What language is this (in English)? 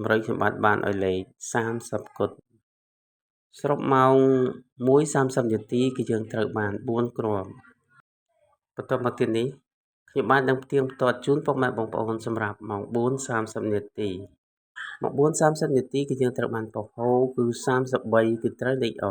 Khmer